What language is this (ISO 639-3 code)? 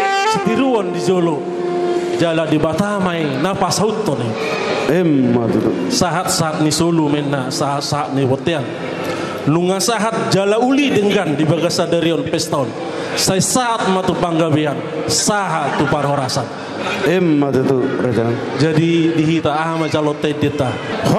bbc